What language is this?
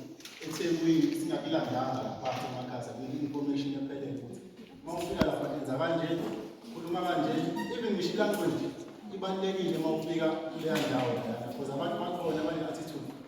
Zulu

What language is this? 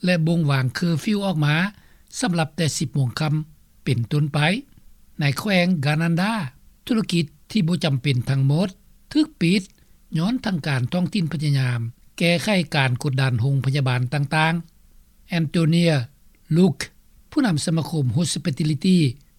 Lao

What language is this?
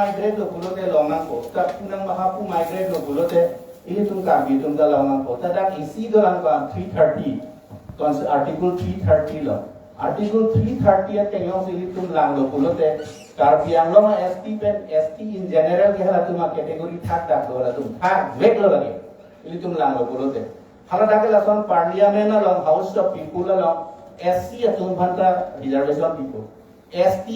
Karbi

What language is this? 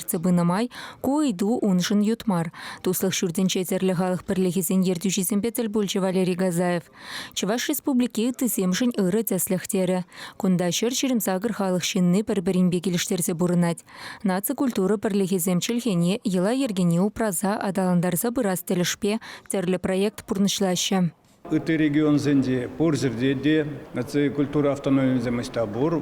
Chuvash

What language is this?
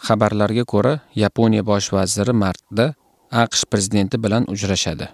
Uzbek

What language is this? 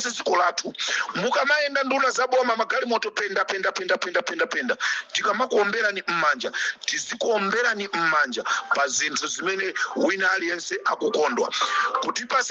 Nyanja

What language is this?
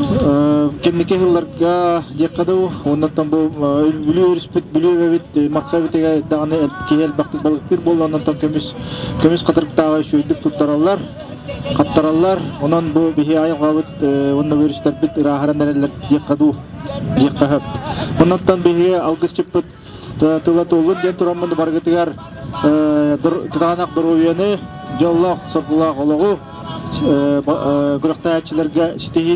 Yakut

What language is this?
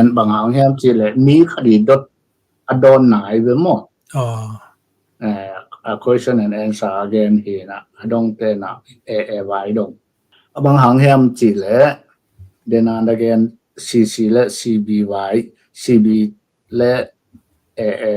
Tedim Chin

